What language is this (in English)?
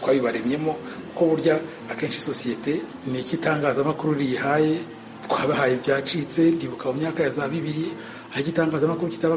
Kinyarwanda